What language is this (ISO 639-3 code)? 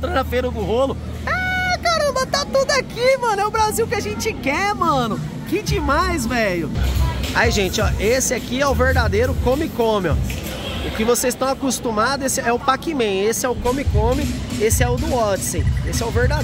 por